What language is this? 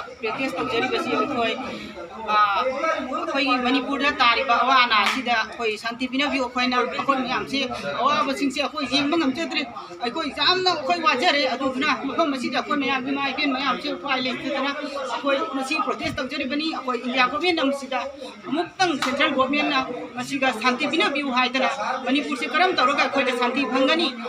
Manipuri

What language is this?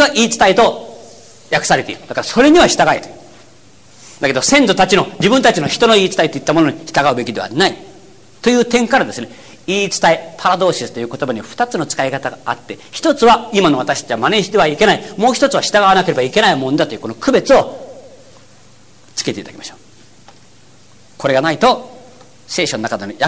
Japanese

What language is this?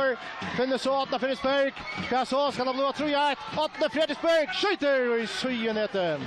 Faroese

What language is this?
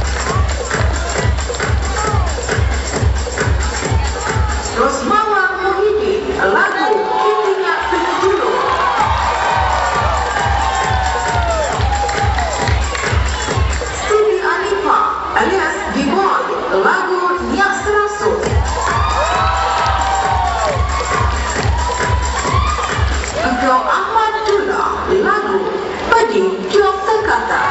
Malay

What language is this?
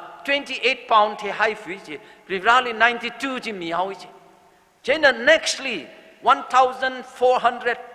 Tangkhul Naga (India)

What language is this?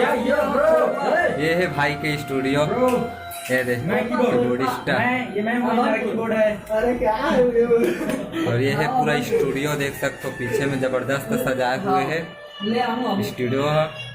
Chhattisgarhi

